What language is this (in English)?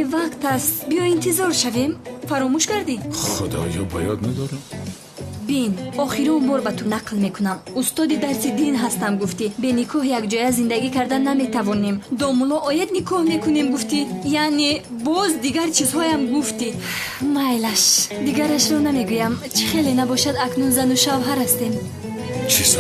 Tajik